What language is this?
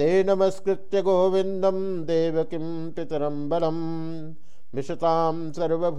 Sanskrit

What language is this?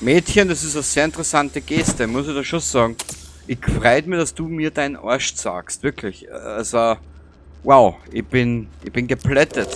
Bavarian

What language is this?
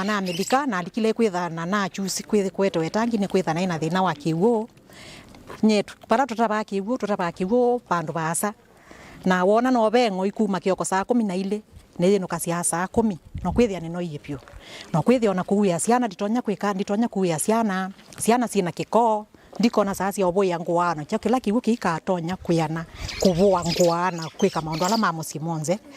Kamba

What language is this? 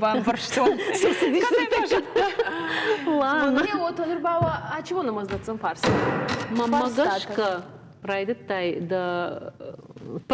Ossetic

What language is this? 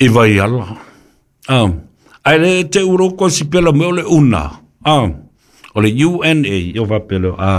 Samoan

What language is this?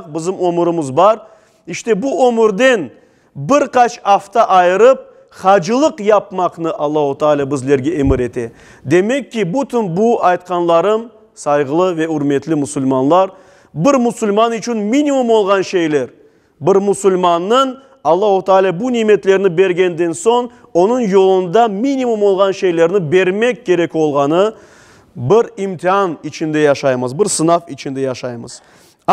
Crimean Tatar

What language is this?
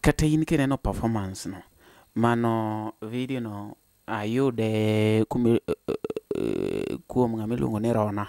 Luo (Kenya and Tanzania)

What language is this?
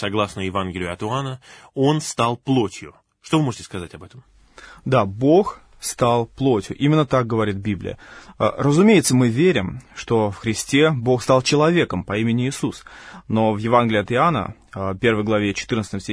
Russian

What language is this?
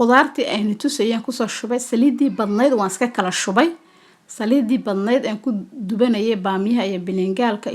Somali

